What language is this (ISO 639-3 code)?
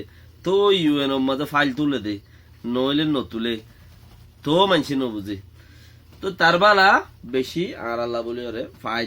rhg